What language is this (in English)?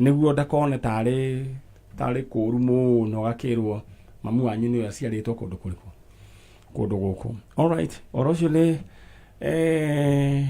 Kikuyu